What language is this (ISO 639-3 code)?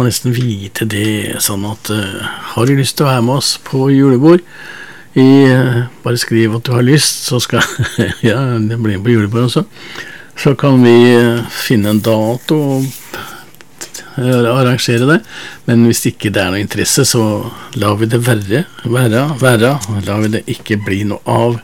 nor